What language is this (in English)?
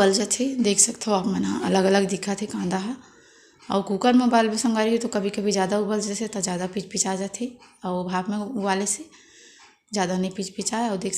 Chhattisgarhi